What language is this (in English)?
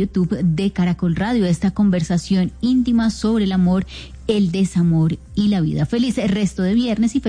Spanish